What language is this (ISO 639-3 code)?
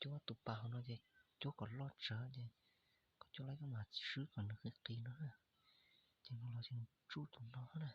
hmn